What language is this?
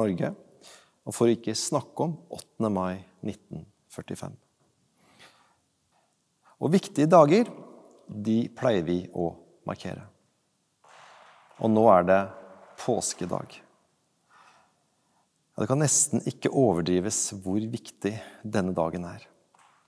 Norwegian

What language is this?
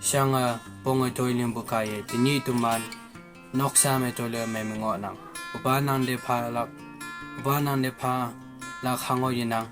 Konyak Naga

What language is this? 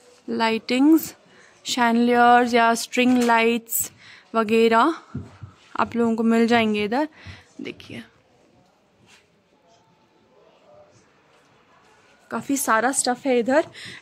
Hindi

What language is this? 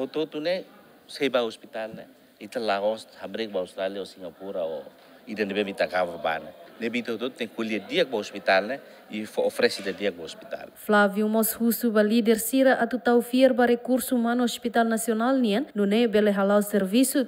Tetum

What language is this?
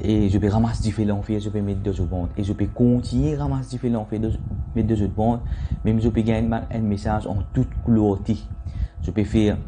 Morisyen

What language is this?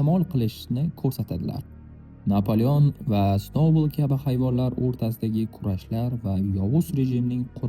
Uzbek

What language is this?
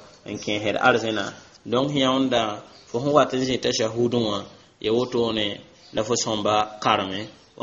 Mossi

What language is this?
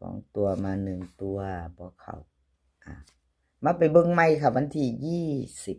Northeastern Thai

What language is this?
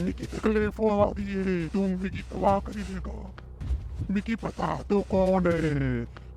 Dogri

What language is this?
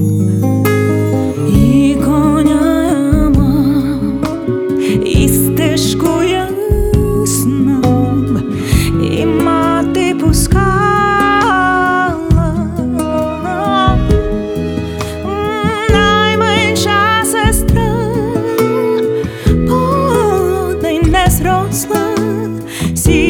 Ukrainian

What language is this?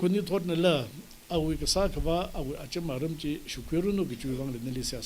Tangkhul Naga (India)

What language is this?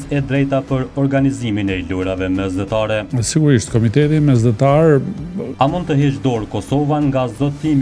Albanian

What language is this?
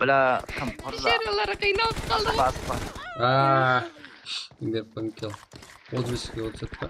Kara-Kalpak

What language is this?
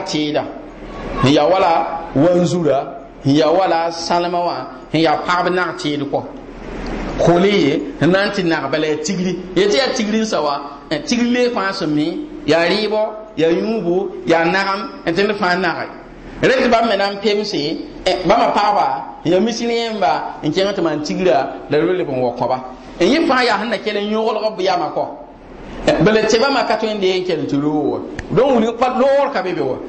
Mossi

